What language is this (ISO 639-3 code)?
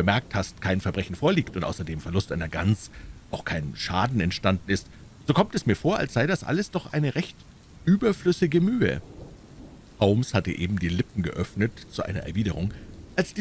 deu